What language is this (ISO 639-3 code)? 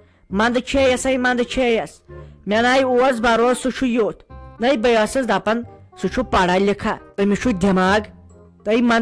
kas